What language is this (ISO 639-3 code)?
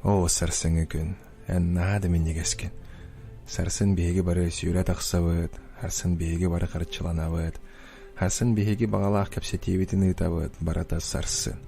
sah